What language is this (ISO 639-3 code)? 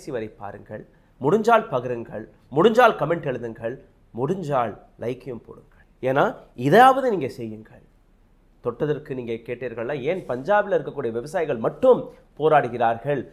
tam